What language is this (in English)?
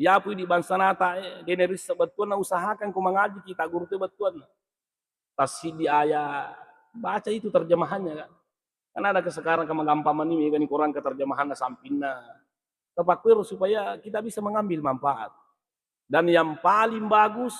Buginese